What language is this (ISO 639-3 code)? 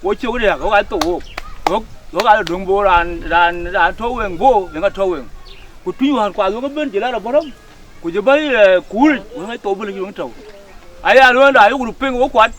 din